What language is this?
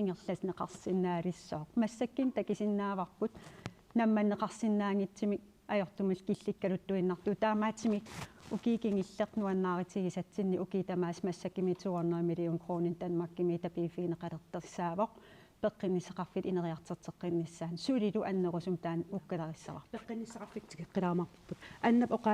Kalaallisut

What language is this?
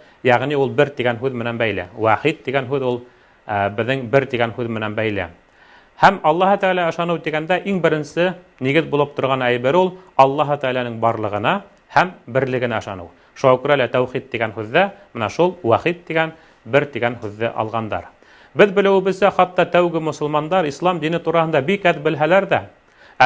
Bashkir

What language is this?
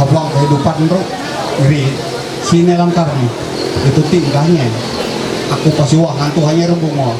Ma'anyan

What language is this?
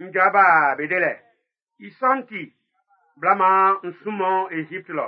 Baoulé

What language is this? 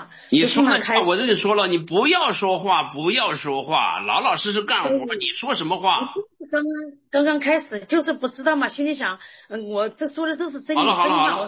Chinese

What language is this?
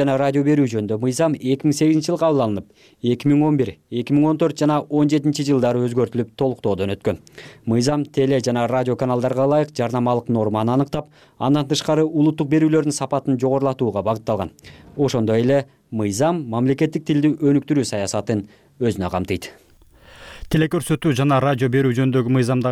Kyrgyz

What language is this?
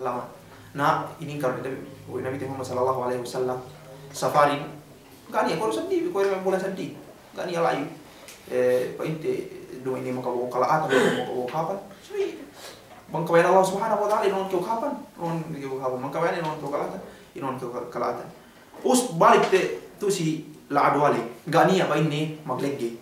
Yakan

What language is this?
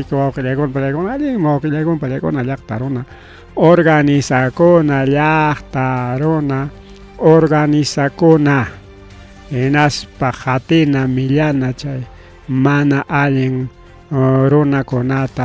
Ayacucho Quechua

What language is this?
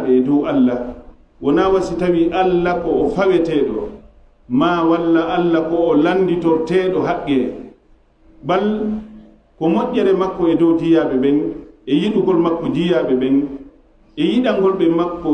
Fula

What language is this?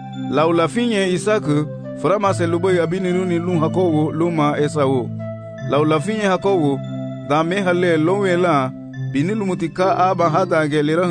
Garifuna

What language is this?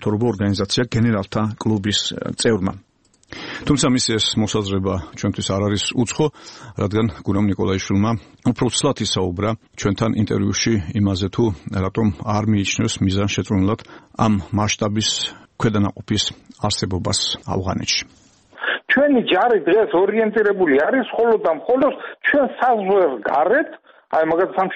Georgian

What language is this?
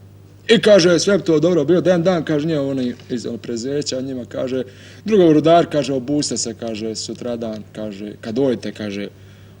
Bosnian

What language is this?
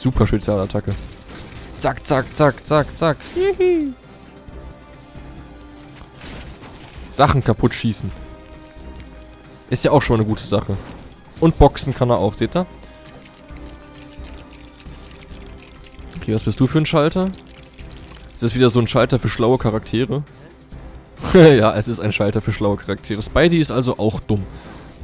German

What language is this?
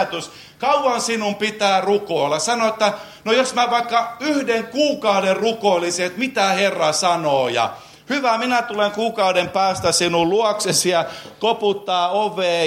Finnish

